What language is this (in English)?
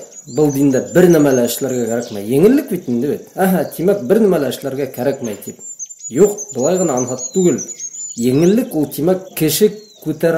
Bashkir